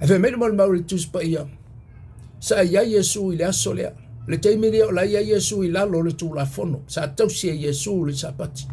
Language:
Samoan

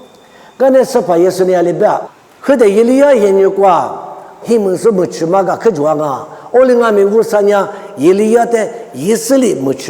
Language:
Lisu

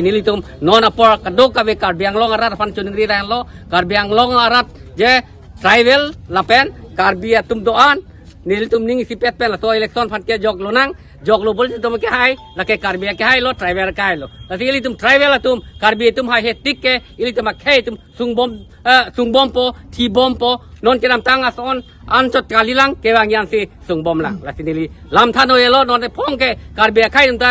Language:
Karbi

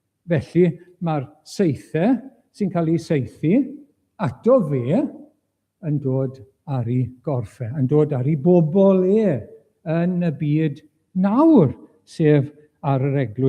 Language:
Welsh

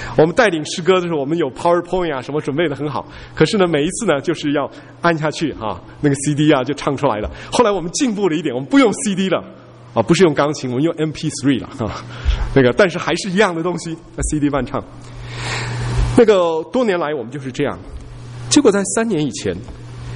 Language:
Chinese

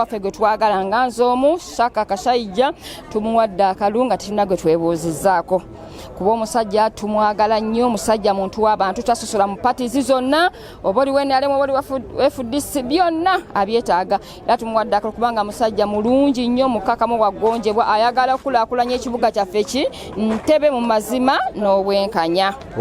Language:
Ganda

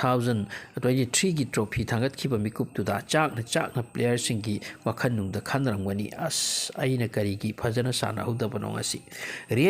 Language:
Manipuri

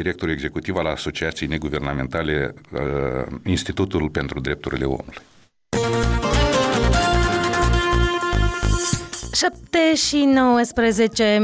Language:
Romanian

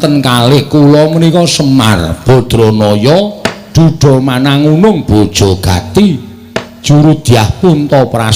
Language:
Javanese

